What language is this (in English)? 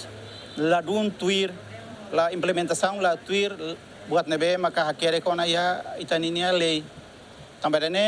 Tetum